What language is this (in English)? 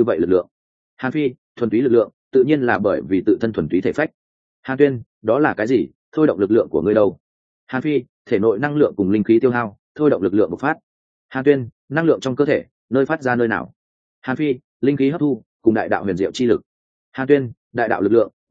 Vietnamese